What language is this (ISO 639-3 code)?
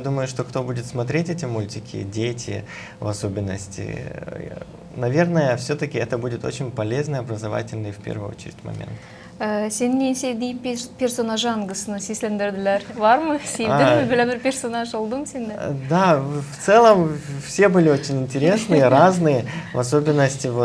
gag